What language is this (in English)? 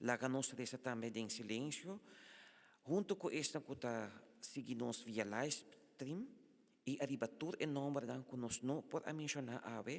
Papiamento